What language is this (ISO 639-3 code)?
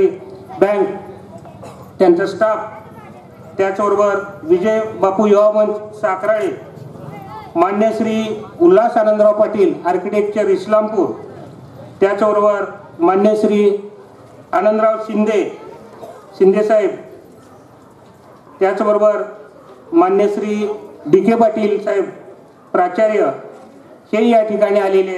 mar